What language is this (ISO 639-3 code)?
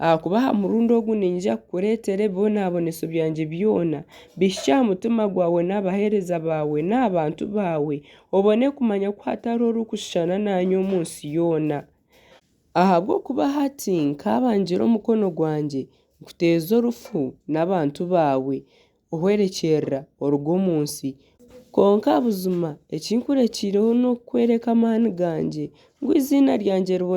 nyn